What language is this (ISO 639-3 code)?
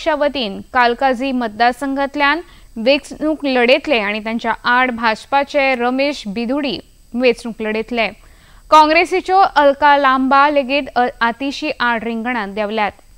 kok